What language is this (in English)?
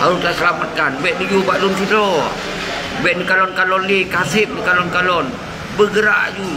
Achinese